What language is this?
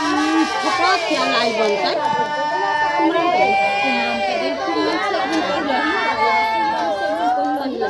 Maithili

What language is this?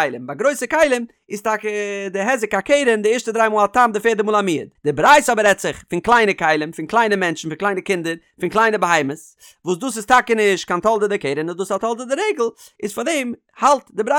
Yiddish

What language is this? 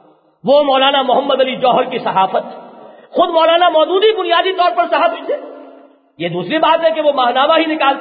Urdu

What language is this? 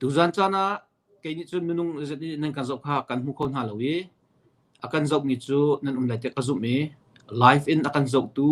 Hakha Chin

